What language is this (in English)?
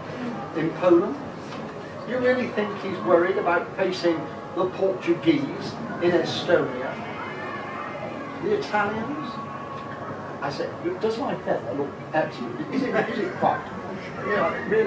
English